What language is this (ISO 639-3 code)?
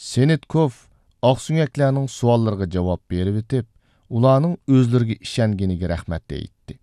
uig